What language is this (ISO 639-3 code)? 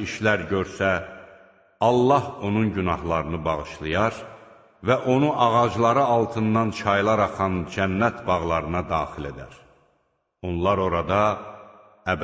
aze